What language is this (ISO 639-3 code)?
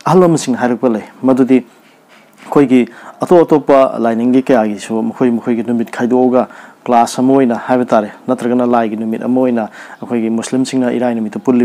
mni